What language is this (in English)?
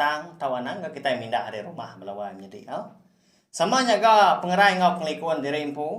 Iban